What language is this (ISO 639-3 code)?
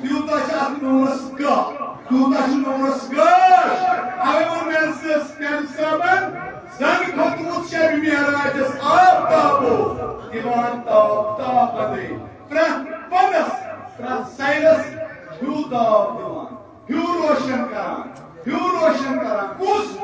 kas